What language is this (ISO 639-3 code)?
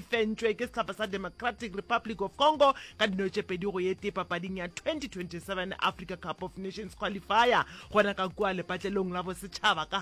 nso